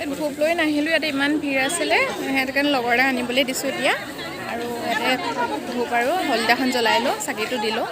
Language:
Assamese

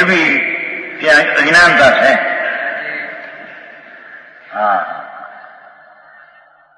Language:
Gujarati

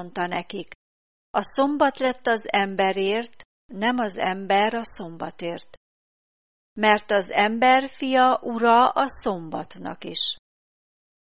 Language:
Hungarian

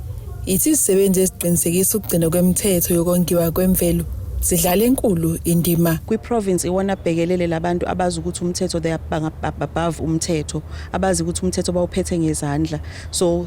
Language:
Zulu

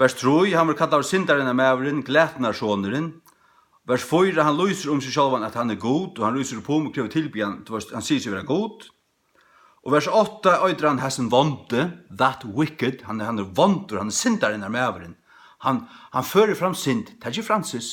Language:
Faroese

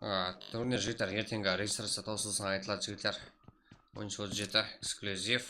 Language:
Kara-Kalpak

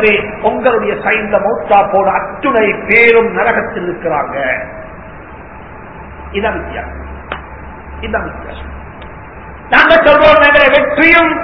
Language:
Tamil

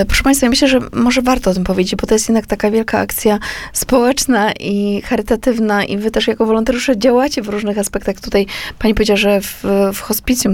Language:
Polish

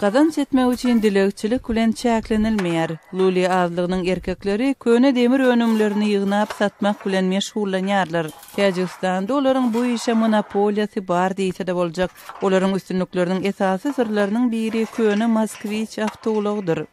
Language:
Turkmen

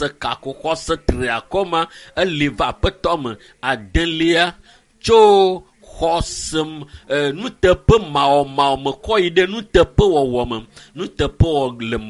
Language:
Ewe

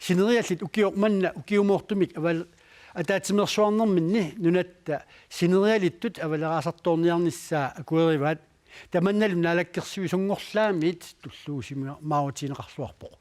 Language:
Kalaallisut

